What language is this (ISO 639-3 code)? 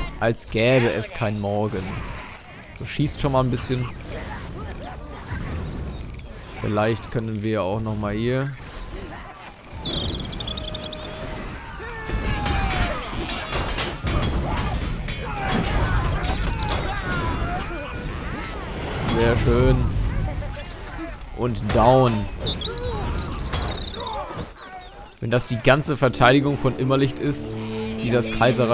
deu